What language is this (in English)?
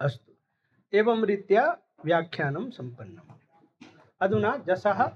Sanskrit